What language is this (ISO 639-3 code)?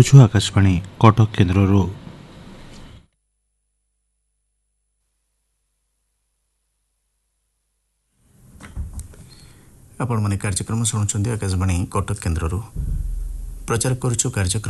ori